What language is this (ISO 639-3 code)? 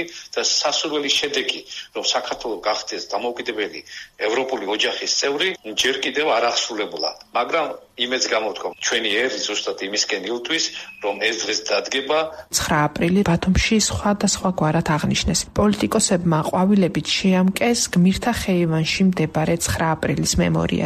kat